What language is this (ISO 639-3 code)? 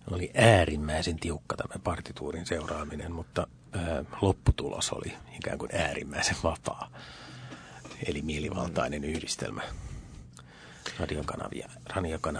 fin